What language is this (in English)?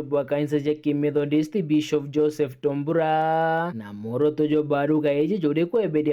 Meru